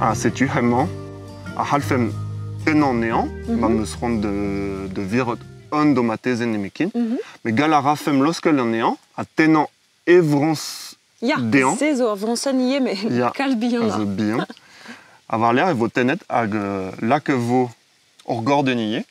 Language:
Breton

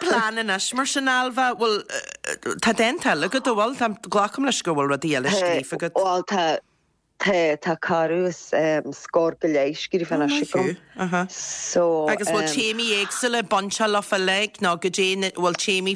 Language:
Irish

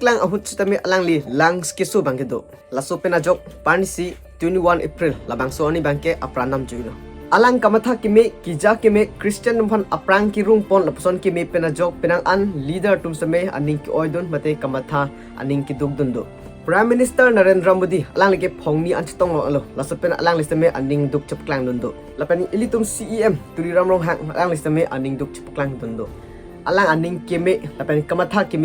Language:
Karbi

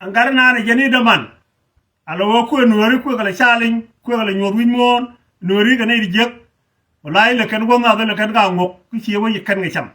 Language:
Nuer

